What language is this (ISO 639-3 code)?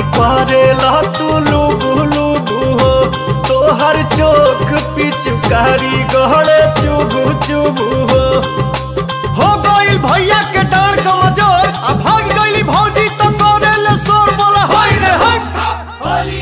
bho